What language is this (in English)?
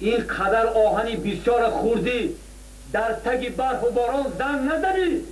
Tajik